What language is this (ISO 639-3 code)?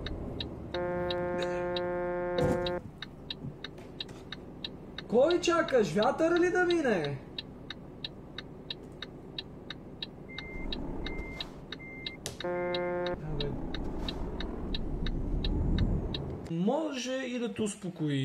bul